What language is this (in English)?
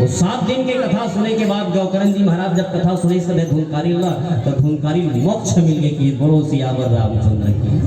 Chhattisgarhi